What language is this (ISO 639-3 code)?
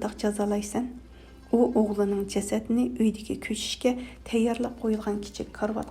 uig